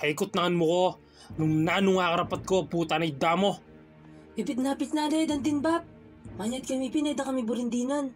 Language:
Pampanga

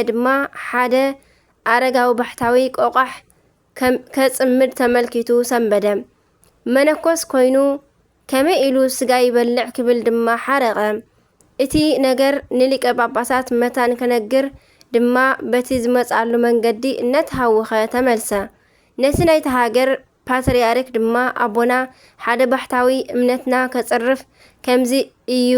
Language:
Tigrinya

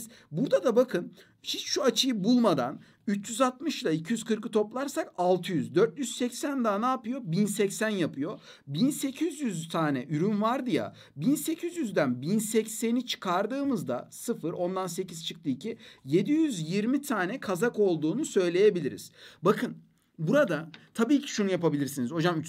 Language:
Turkish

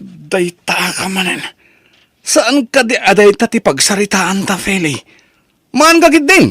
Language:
Iloko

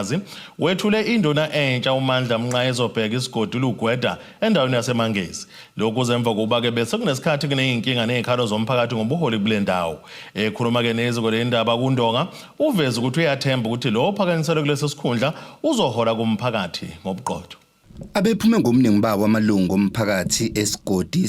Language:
Zulu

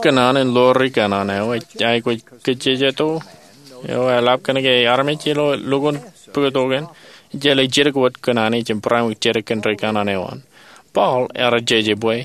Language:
Marshallese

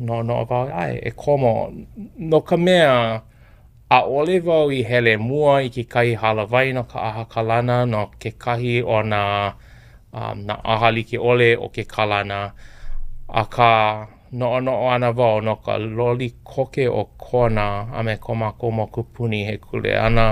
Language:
Hawaiian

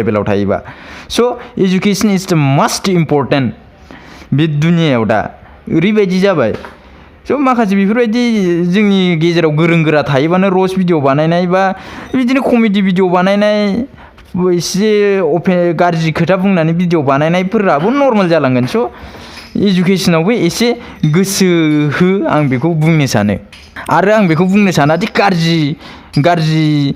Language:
Bodo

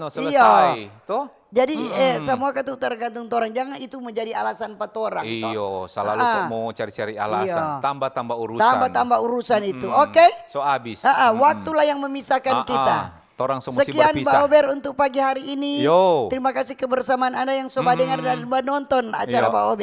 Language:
Manado Malay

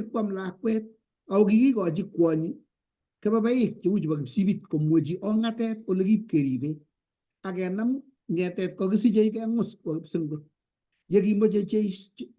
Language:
Kalenjin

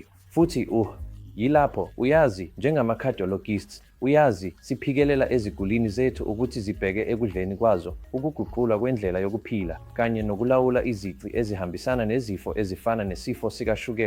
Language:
Zulu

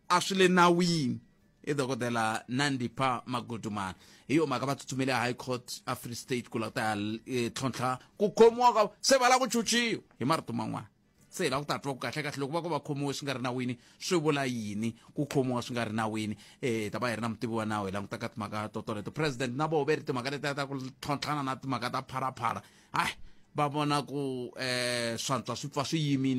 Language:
Tsonga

